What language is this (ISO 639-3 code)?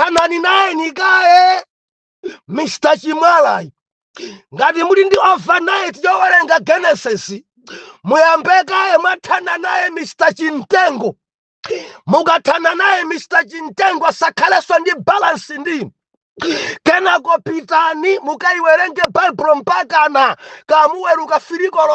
nya